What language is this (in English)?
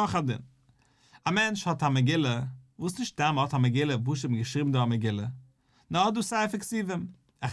Yiddish